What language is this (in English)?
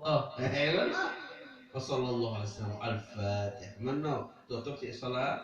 Sasak